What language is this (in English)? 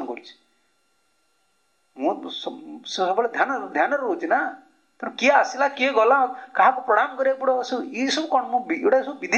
Odia